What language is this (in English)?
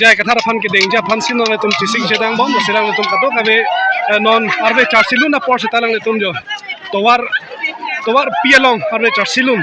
Karbi